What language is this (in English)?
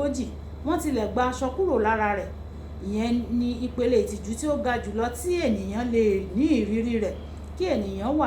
Yoruba